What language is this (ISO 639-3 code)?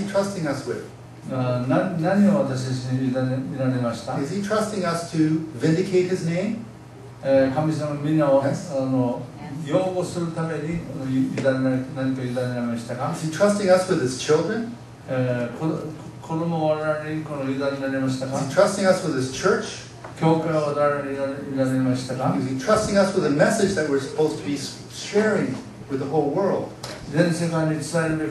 jpn